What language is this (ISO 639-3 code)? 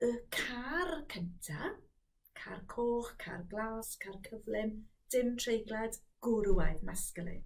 cym